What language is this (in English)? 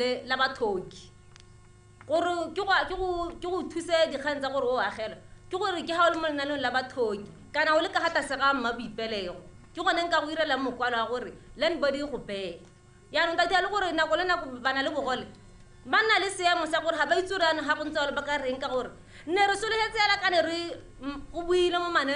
Tswana